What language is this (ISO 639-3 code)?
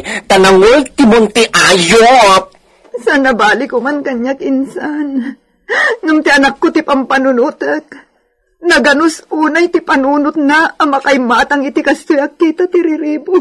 ilo